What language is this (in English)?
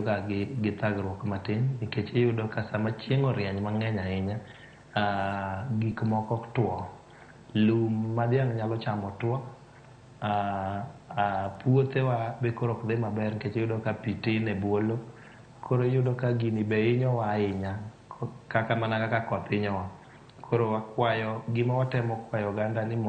Luo (Kenya and Tanzania)